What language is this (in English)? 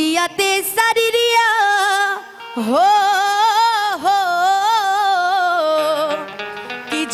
Bhojpuri